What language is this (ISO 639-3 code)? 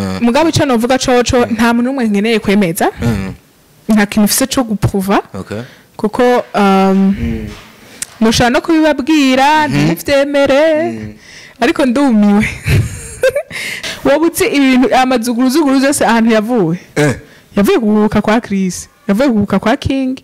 run